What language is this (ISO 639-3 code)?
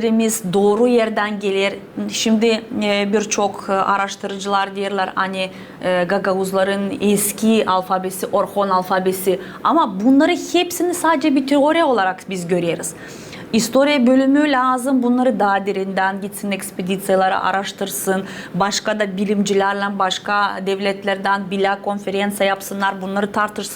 gag